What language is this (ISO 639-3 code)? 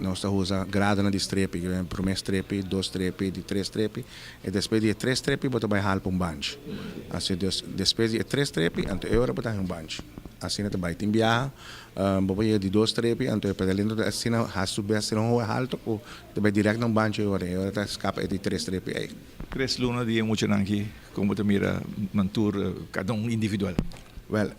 pap